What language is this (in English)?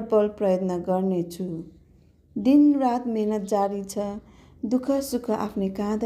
Nepali